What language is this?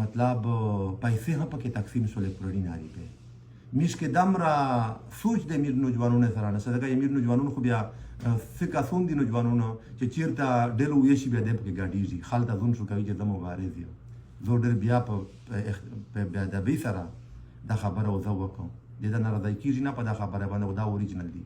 Pashto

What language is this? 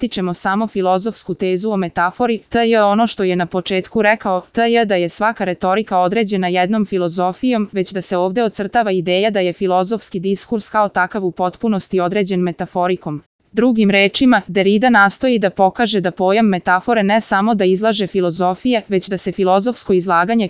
Serbian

